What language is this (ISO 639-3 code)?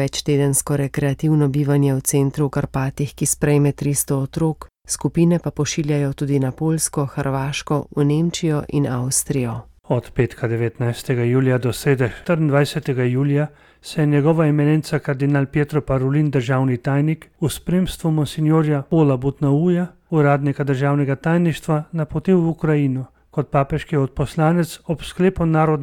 slv